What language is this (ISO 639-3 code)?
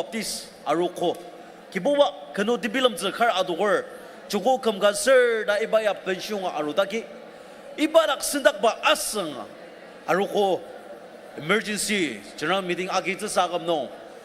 njo